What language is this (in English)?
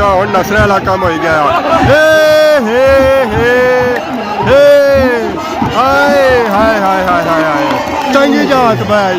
Pahari-Potwari